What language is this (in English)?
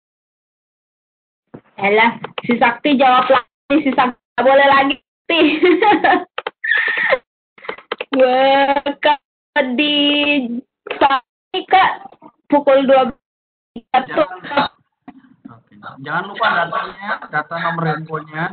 Indonesian